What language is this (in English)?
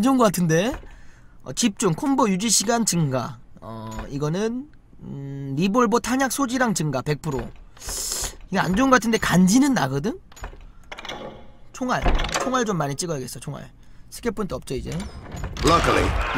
Korean